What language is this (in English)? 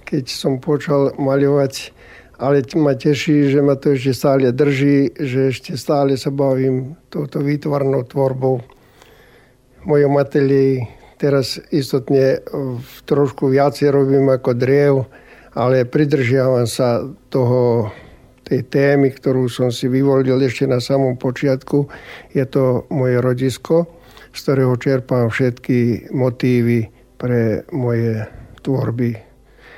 Slovak